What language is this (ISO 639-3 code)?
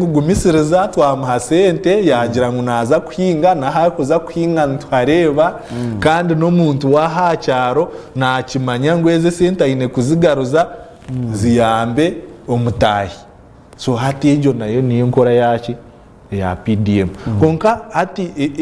nyn